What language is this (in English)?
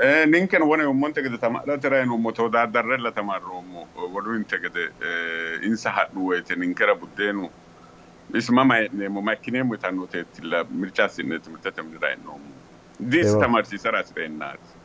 Sidamo